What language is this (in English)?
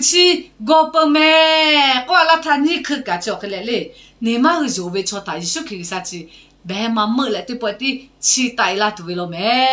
Lahu